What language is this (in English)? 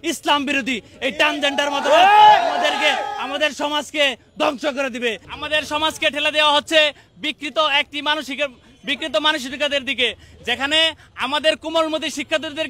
Bangla